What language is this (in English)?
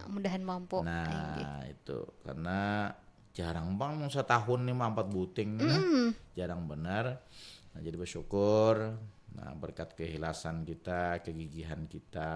Banjar